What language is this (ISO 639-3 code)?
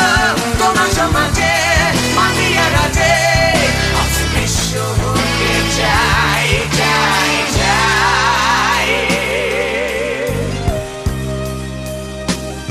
ben